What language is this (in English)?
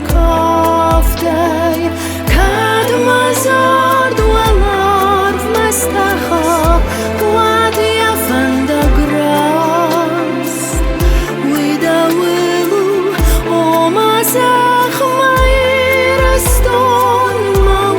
Ossetic